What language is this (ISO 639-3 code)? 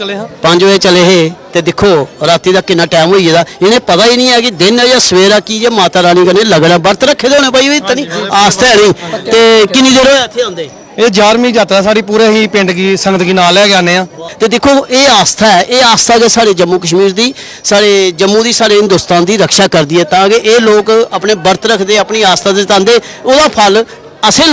doi